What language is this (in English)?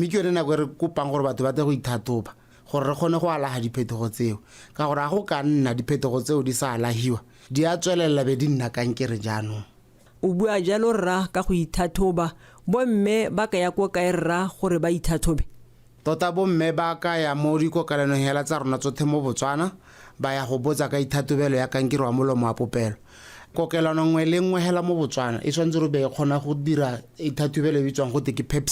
Tswana